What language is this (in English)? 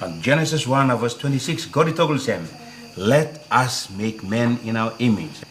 Tok Pisin